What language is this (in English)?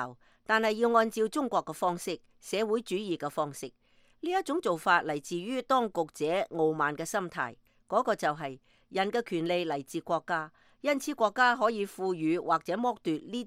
Cantonese